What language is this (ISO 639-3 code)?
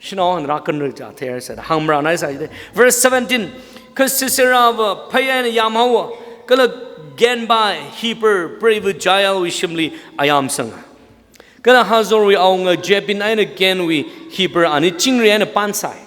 nmf